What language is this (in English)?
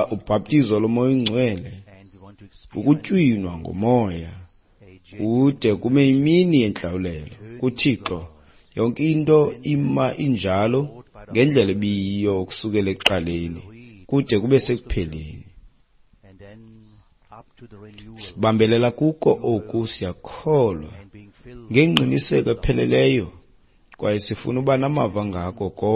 Xhosa